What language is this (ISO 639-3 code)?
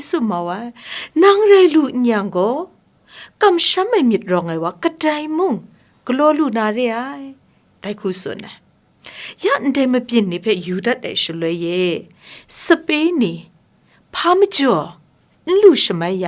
kac